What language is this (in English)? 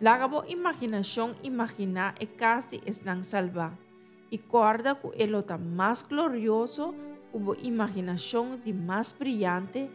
Papiamento